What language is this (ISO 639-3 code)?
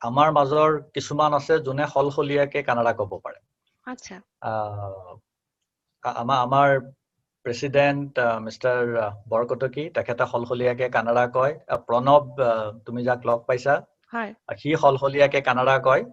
asm